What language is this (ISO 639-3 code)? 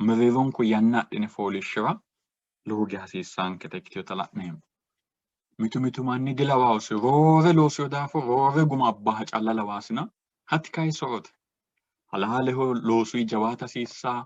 sid